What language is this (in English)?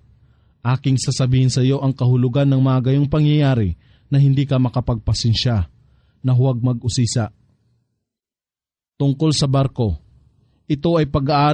Filipino